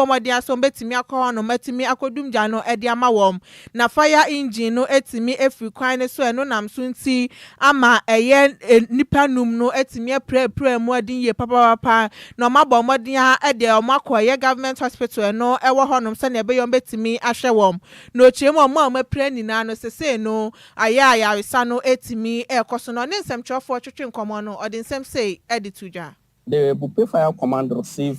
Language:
Akan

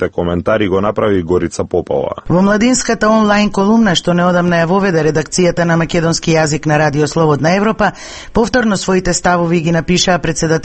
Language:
Macedonian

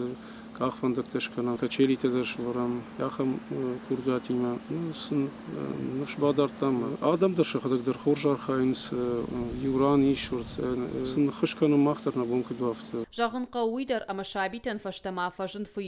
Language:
Ossetic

